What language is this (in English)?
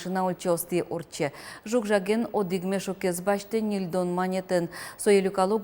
Udmurt